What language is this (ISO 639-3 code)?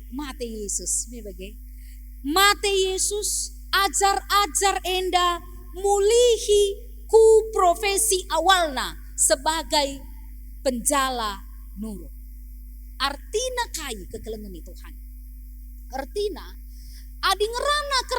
btx